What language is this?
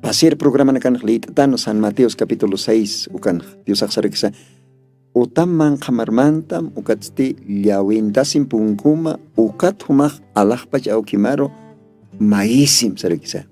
Aymara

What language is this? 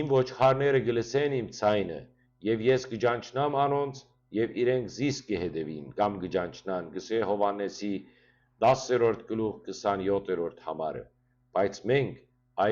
Western Armenian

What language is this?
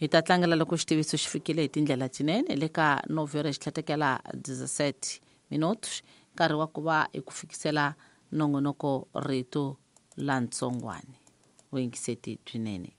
Tsonga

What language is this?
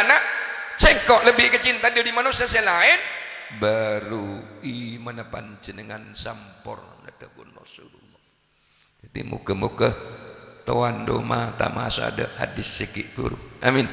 Madurese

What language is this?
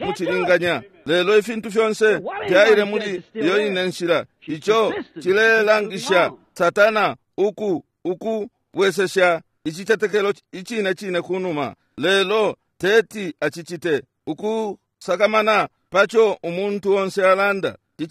Bemba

